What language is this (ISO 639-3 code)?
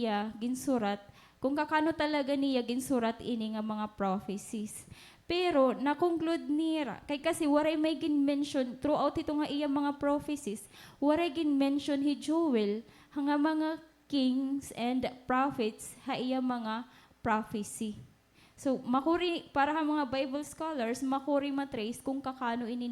war